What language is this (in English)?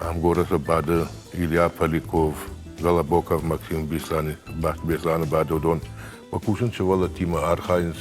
Ossetic